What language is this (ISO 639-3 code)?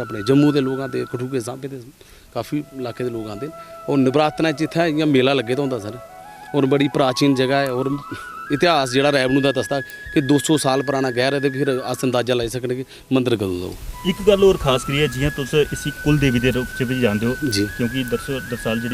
doi